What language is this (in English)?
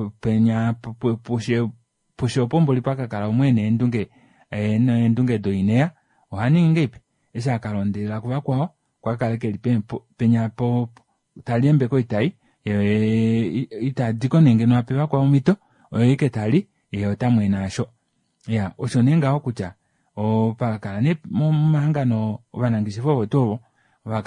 Kuanyama